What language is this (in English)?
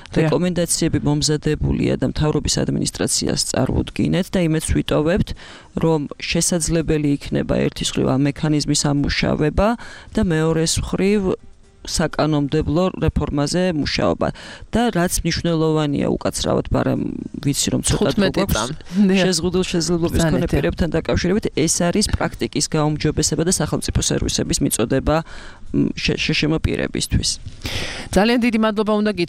Georgian